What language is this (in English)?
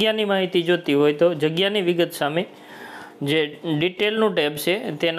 Gujarati